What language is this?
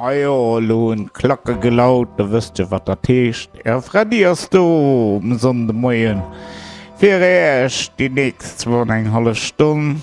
Luxembourgish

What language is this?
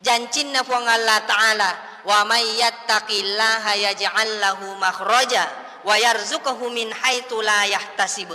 Buginese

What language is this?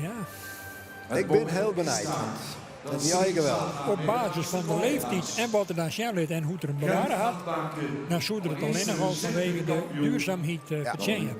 Western Frisian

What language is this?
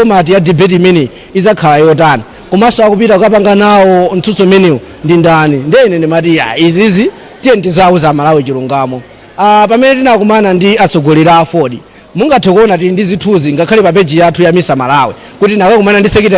Nyanja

